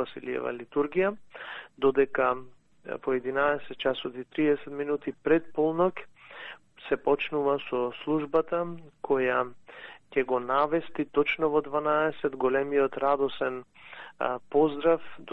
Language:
Macedonian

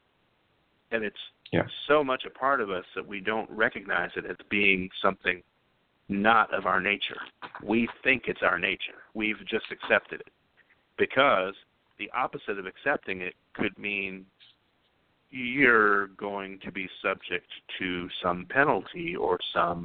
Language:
English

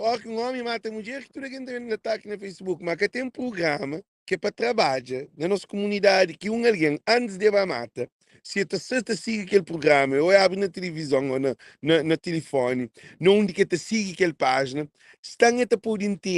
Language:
Kabuverdianu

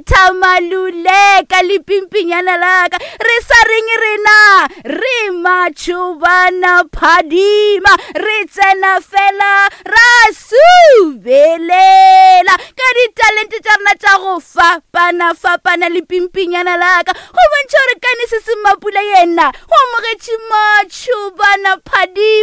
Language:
Northern Sotho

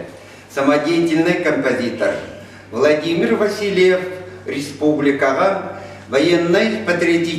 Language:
Yakut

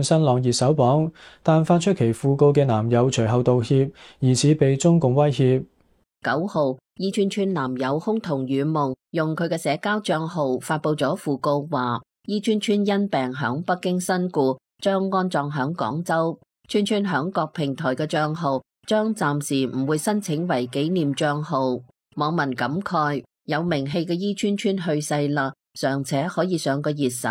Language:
Cantonese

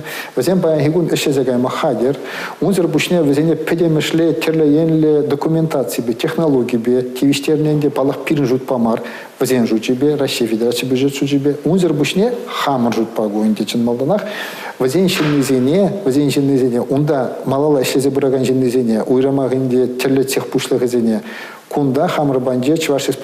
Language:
Chuvash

